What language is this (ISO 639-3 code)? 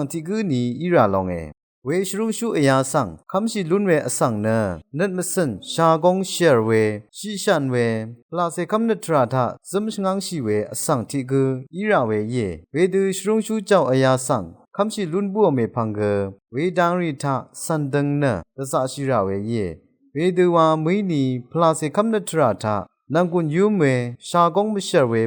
raw